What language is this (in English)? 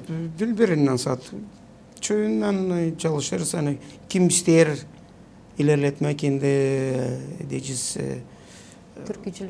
Gagauz